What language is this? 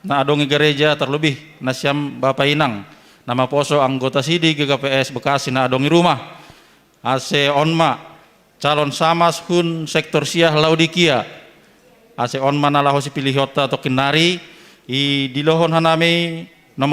Batak Simalungun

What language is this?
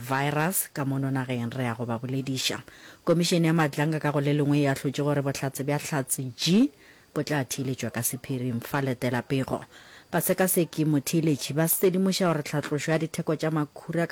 Northern Sotho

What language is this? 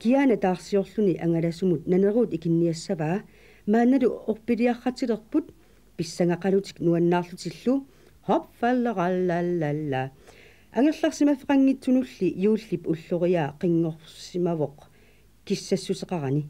Kalaallisut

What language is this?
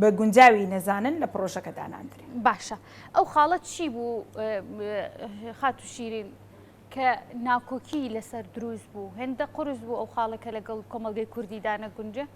Central Kurdish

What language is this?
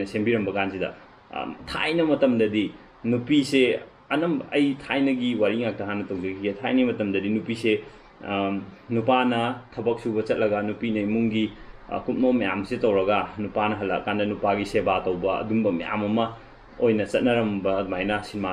Manipuri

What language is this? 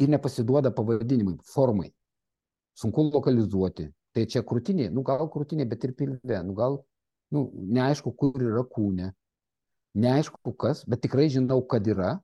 Lithuanian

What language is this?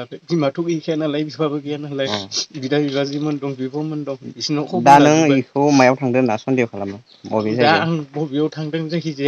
Bodo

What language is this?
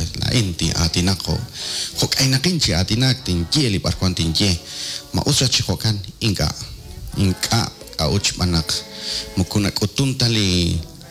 Kekchí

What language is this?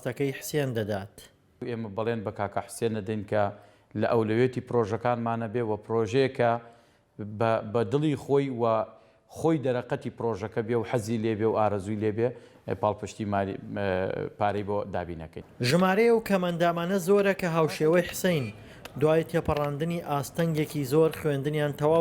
Central Kurdish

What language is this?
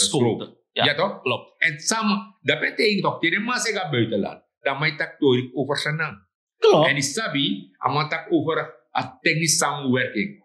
Sranan Tongo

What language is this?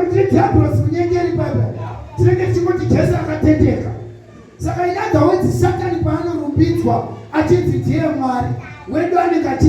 Shona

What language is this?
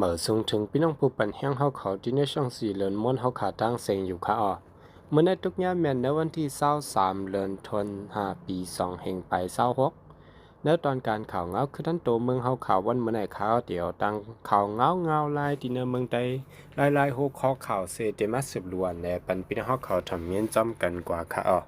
Shan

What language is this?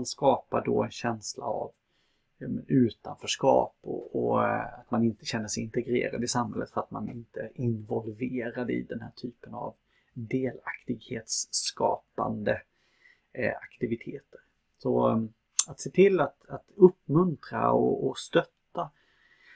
Swedish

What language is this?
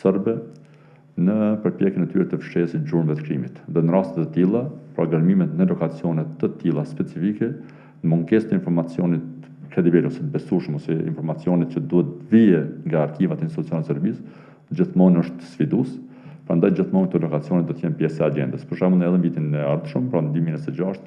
Albanian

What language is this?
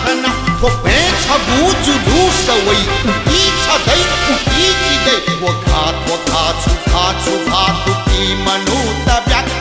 Newari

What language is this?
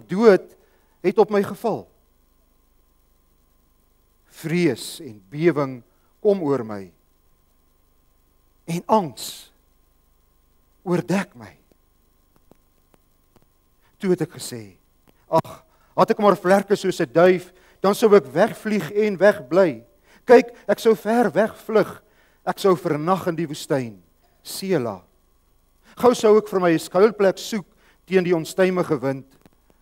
Afrikaans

